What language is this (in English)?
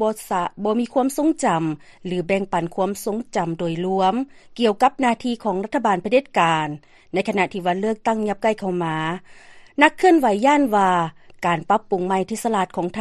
Lao